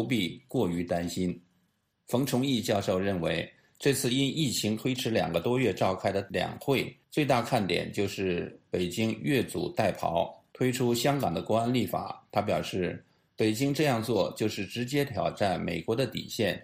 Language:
Chinese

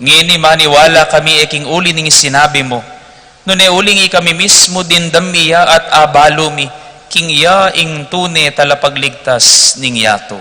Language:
Pampanga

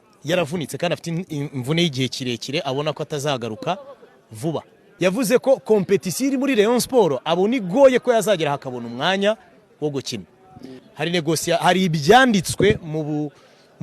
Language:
Kinyarwanda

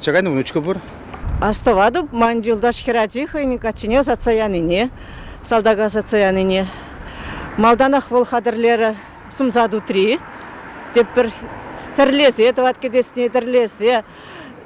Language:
Chuvash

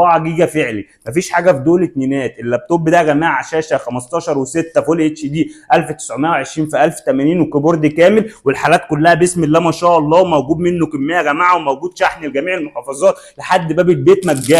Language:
Egyptian Arabic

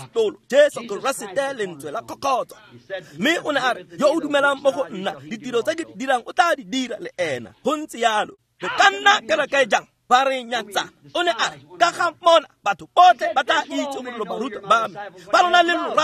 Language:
Tswana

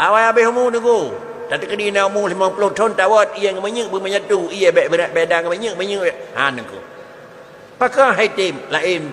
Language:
Achinese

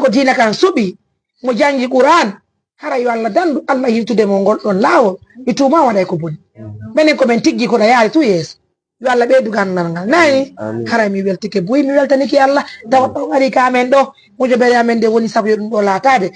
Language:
Fula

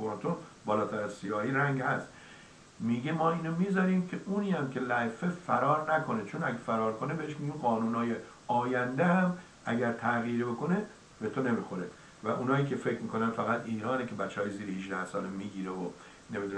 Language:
Persian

